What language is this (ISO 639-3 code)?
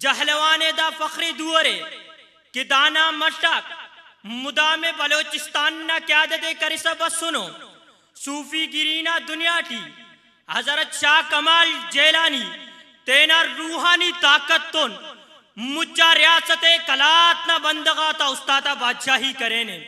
brh